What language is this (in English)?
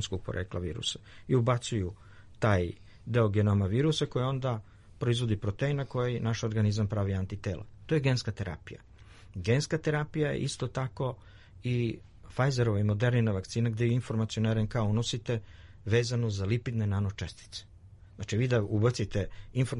Serbian